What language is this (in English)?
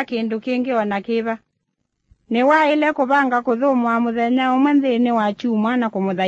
Kamba